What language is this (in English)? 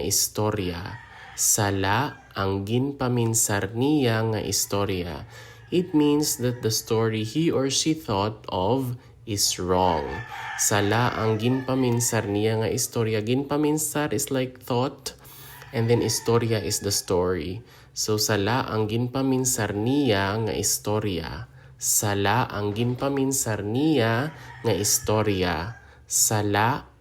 Hiligaynon